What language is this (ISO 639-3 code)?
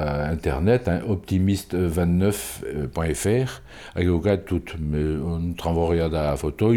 bre